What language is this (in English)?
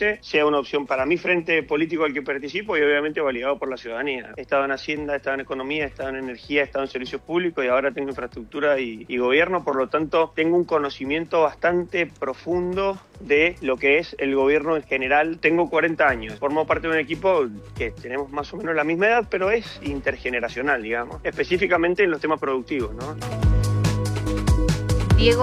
Spanish